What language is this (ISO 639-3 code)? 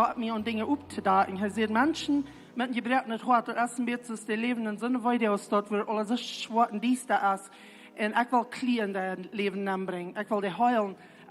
pdt